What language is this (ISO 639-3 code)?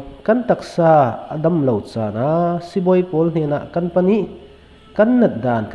cfm